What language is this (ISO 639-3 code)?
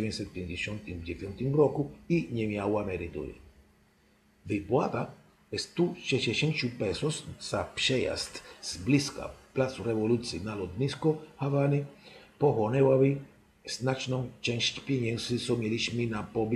pol